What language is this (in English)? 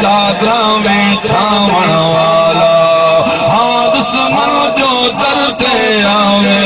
Saraiki